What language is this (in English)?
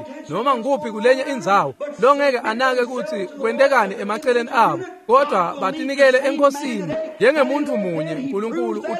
Swati